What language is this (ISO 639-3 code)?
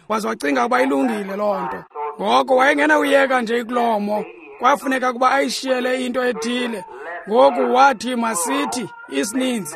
xho